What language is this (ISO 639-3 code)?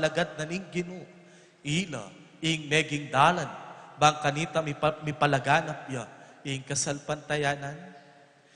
pam